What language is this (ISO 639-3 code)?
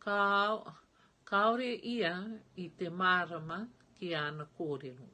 mri